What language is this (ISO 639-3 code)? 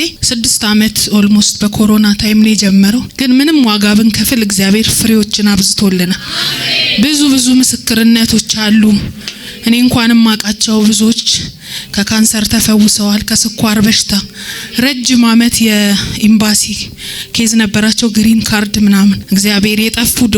amh